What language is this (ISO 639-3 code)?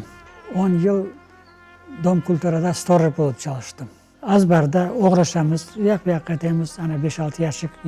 crh